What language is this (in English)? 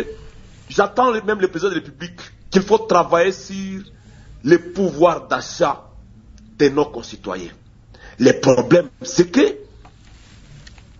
French